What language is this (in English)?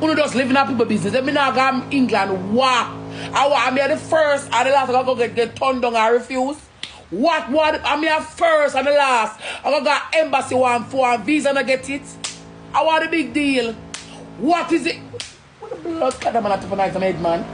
Jamaican Creole English